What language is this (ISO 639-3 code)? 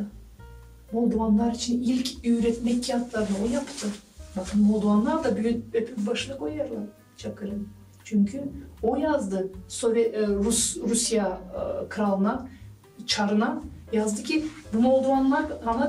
gag